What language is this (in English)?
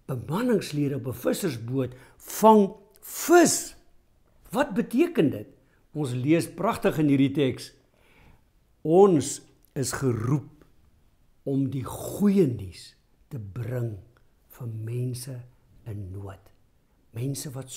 Afrikaans